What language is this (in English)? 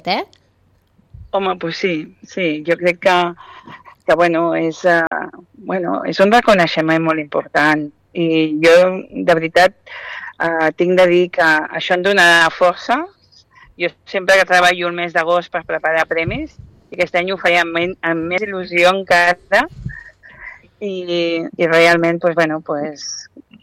Catalan